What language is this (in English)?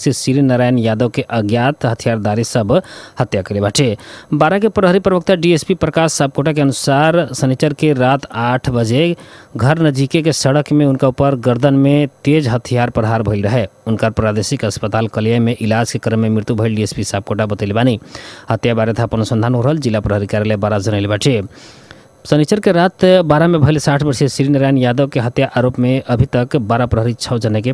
Bhojpuri